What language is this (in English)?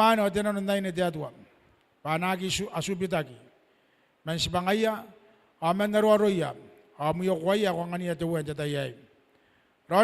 Gilbertese